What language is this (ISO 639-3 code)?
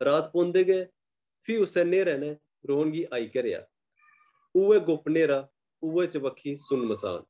doi